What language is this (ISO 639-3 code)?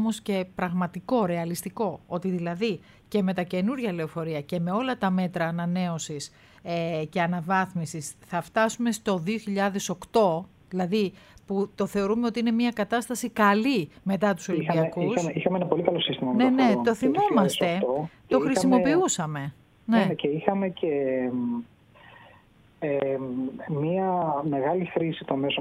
ell